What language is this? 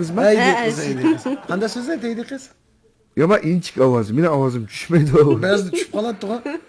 Uyghur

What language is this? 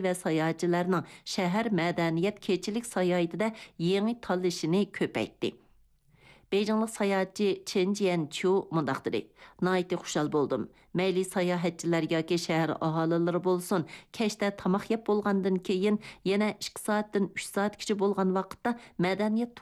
Uyghur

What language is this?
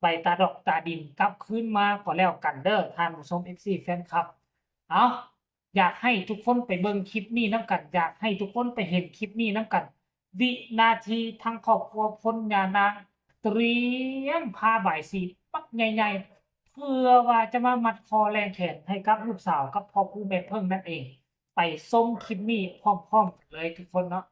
Northeastern Thai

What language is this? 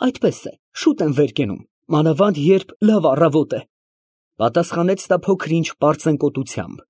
Armenian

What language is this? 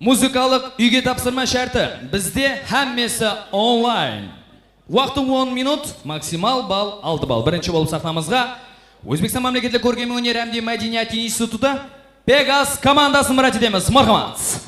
Kara-Kalpak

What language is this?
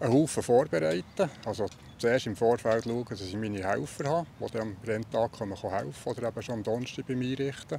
Swiss German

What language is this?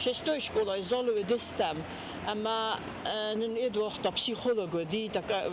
Ossetic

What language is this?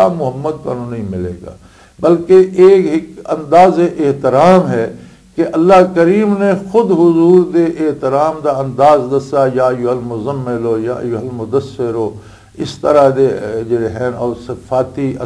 Western Panjabi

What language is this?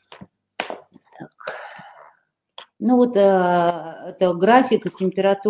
Russian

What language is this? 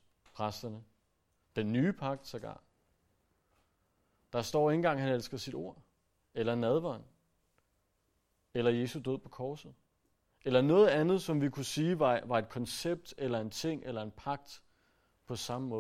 Danish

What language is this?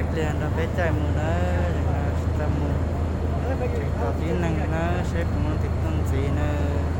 Hmong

